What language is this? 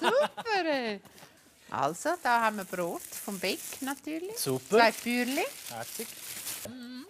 Swiss German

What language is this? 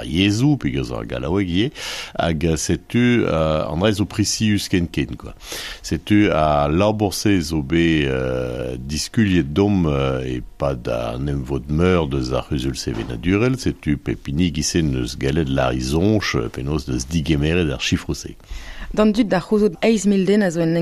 Breton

